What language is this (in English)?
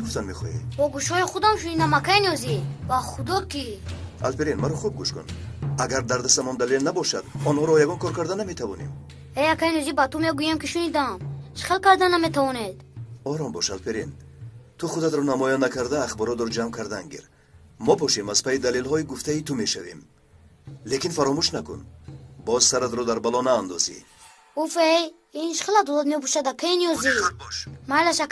Tajik